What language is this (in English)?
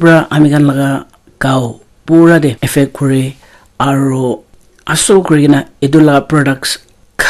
Naga Pidgin